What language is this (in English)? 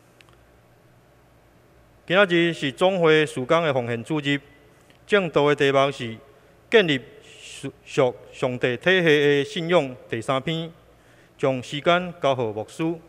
Min Nan Chinese